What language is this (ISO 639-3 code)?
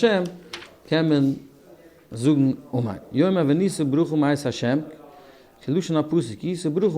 yid